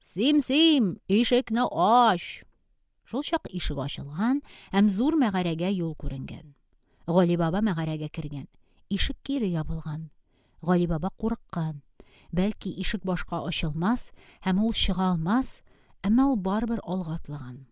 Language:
Tatar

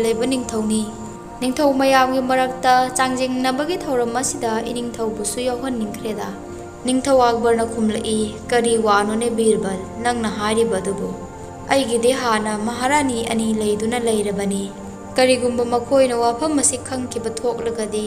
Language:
Manipuri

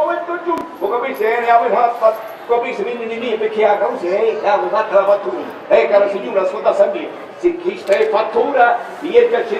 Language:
Sicilian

